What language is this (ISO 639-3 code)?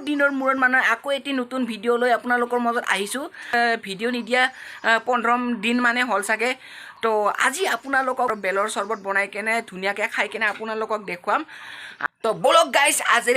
asm